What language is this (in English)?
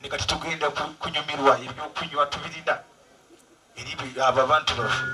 Ganda